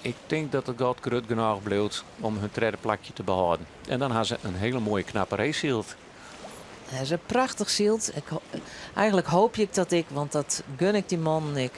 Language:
Western Frisian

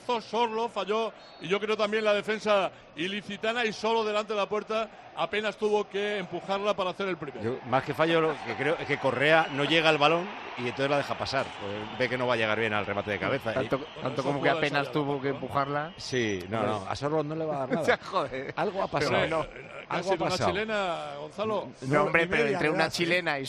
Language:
Spanish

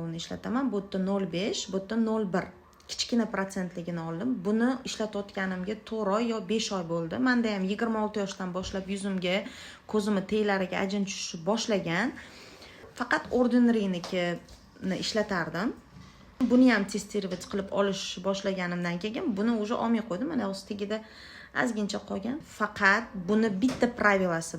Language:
Uzbek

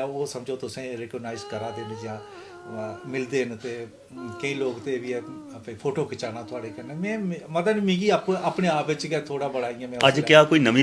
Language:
Dogri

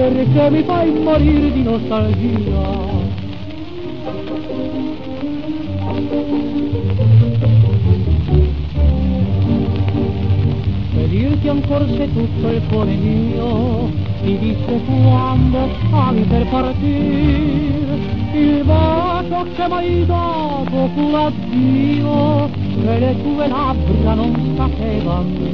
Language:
Italian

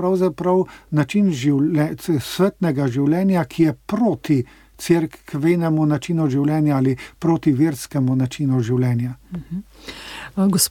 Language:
Slovenian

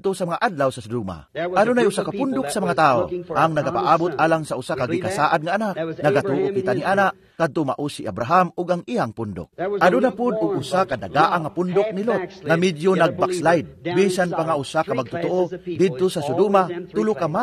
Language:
Cebuano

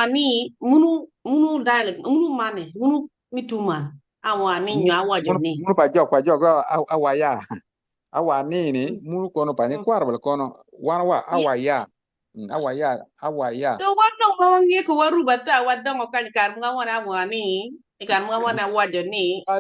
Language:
Acoli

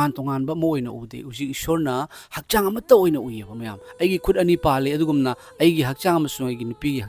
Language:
Manipuri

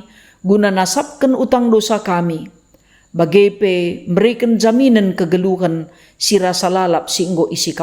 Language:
Batak Karo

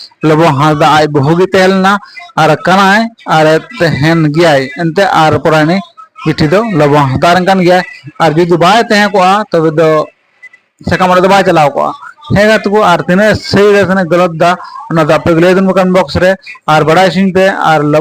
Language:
Santali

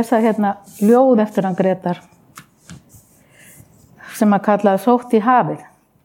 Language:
Icelandic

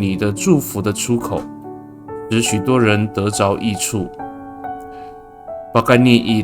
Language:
Amis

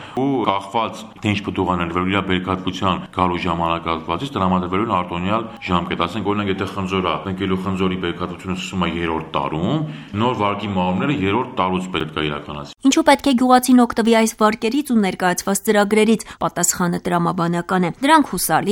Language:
Armenian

